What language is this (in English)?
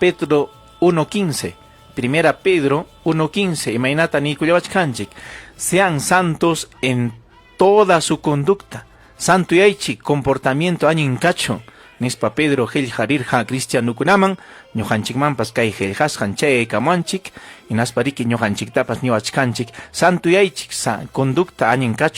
Ayacucho Quechua